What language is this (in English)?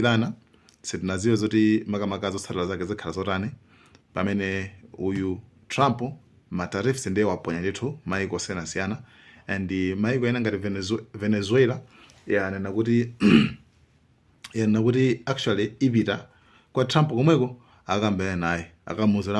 Nyanja